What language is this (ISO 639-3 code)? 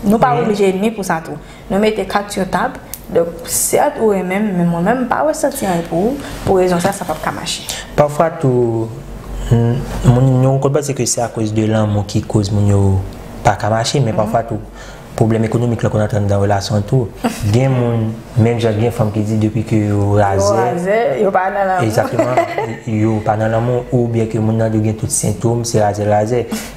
hat